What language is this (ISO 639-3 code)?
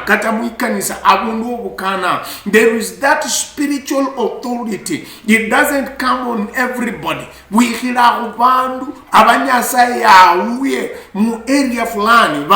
luy